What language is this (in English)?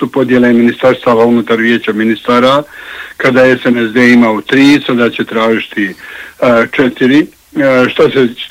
Bosnian